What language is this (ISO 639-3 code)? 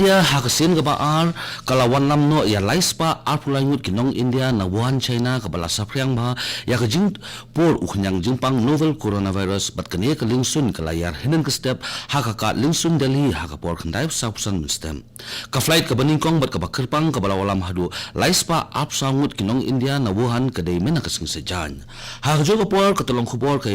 kha